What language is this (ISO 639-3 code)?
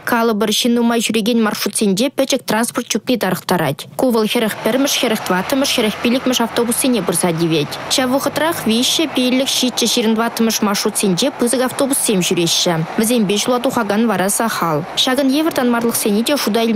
chv